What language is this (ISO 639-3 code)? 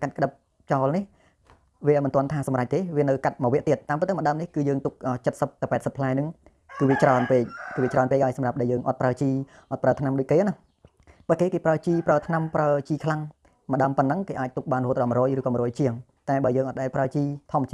khm